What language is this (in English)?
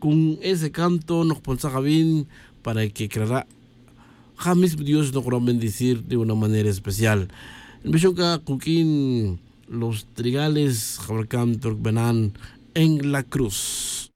Tz'utujil